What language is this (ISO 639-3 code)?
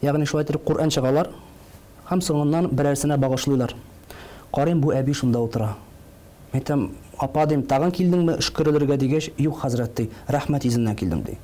tat